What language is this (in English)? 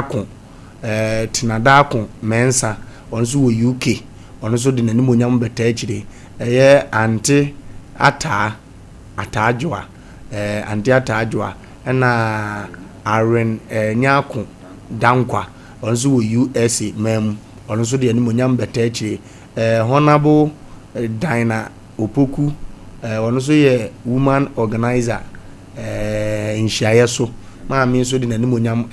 Akan